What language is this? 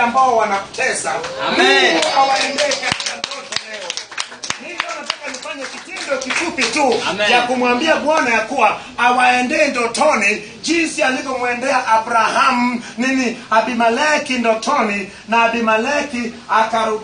Swahili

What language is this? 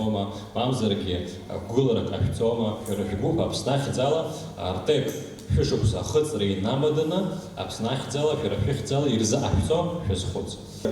Abkhazian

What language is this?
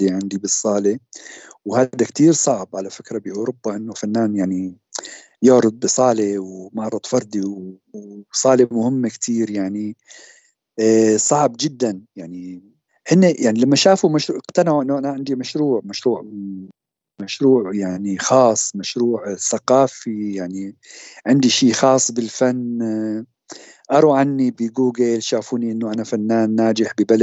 North Levantine Arabic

